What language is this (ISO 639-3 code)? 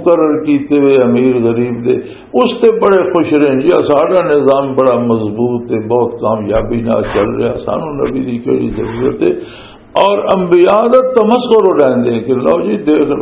lah